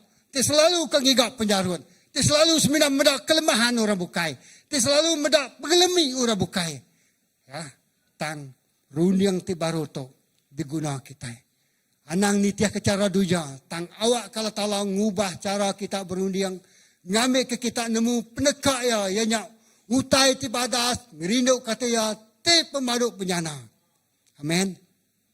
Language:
Iban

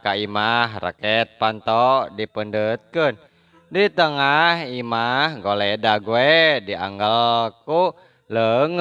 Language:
Sundanese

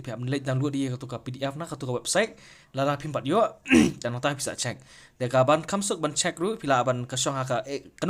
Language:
Khasi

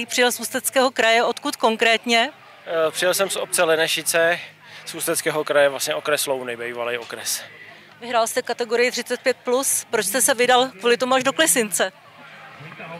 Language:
Czech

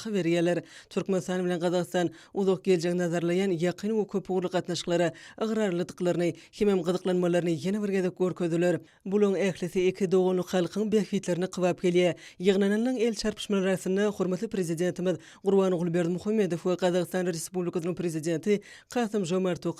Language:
Turkmen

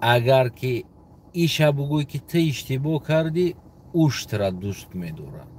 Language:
Tajik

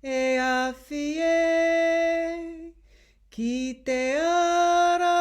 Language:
Māori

